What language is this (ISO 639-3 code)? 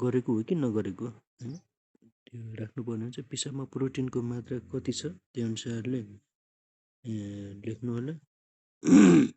nep